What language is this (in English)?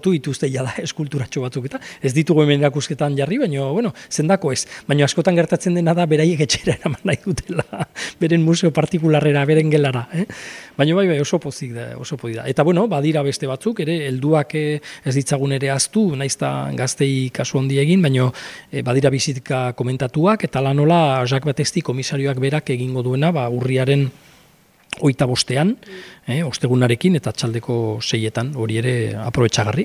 Basque